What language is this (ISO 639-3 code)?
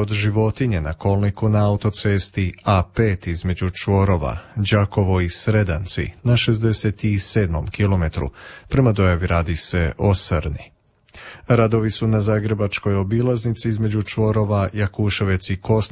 hrv